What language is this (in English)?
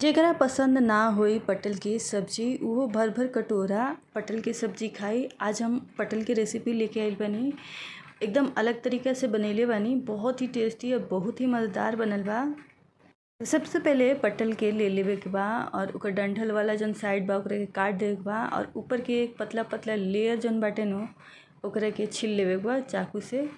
Bhojpuri